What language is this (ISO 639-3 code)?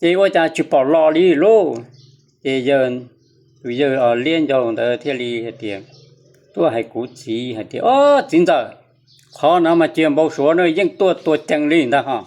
hmn